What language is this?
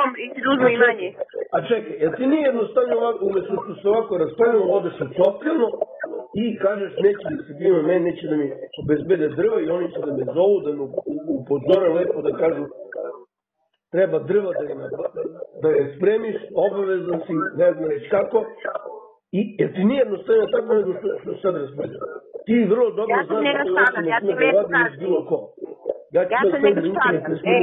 Serbian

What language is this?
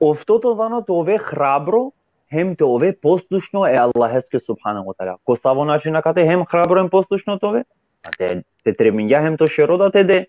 Balkan Romani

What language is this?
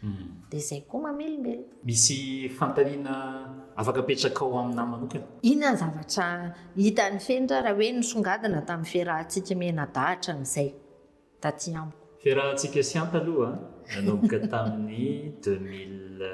Malagasy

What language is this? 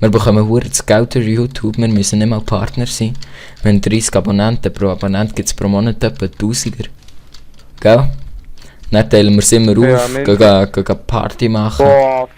Swiss German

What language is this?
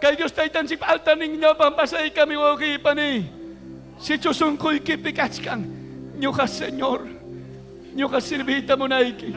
Ayacucho Quechua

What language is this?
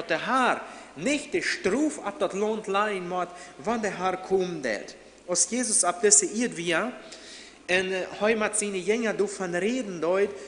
Plautdietsch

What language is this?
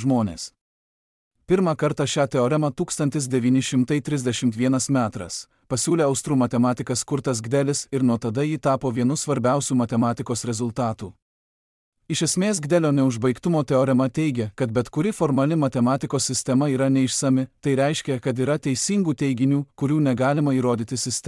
Lithuanian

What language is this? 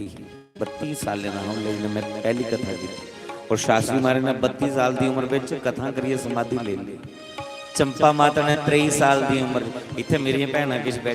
Dogri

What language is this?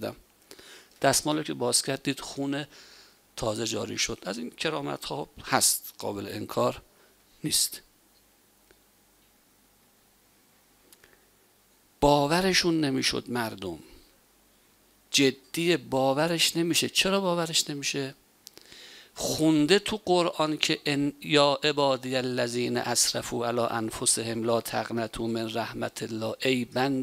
Persian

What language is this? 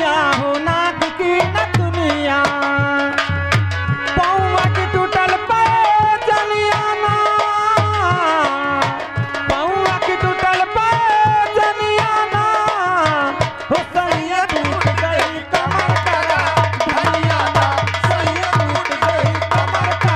Bhojpuri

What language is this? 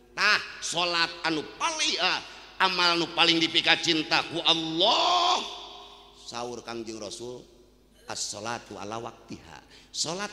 Sundanese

